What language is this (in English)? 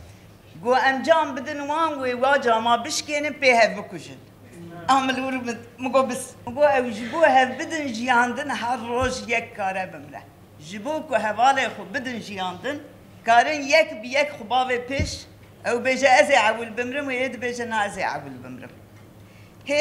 Kurdish